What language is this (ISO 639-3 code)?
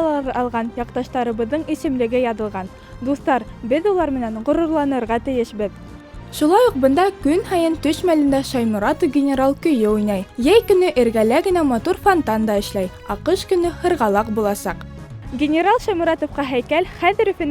bak